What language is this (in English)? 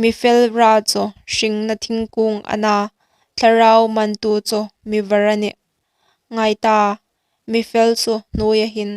Hmar